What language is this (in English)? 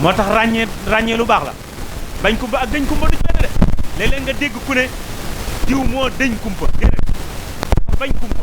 Wolof